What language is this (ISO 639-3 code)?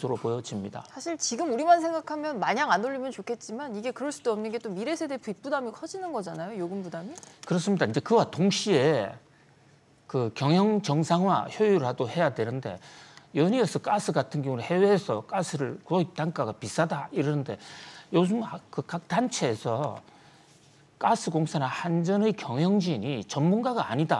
kor